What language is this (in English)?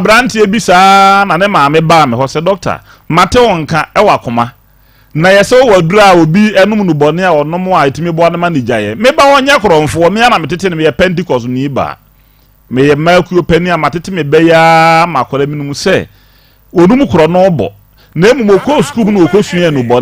Akan